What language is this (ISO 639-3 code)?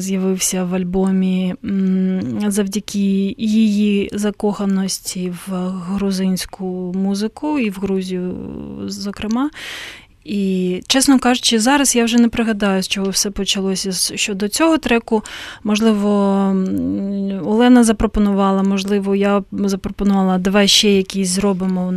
ukr